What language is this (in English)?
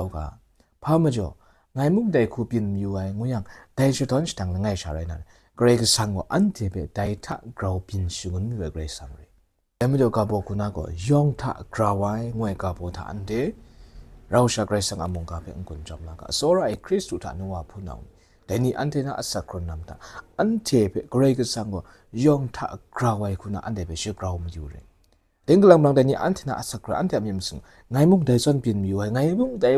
Kachin